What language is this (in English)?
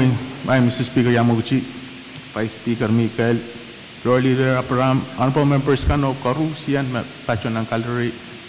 Pohnpeian